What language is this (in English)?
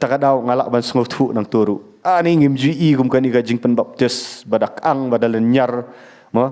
Khasi